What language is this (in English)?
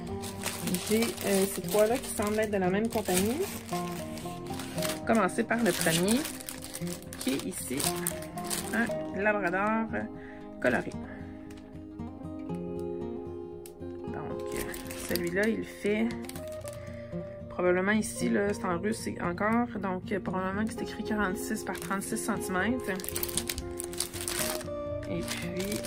French